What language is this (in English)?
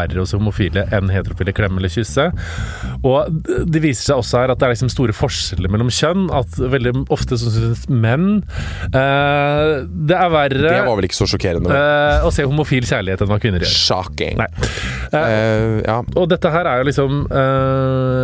Norwegian